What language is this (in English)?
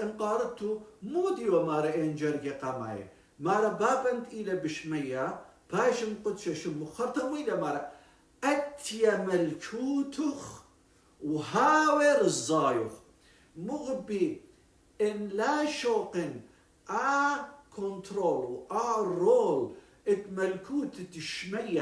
Assyrian Neo-Aramaic